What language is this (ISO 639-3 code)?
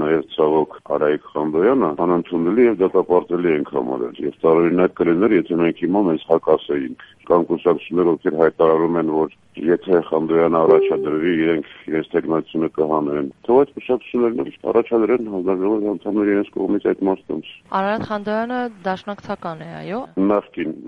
hye